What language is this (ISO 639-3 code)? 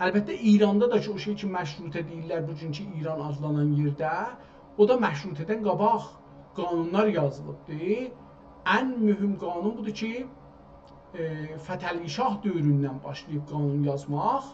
azb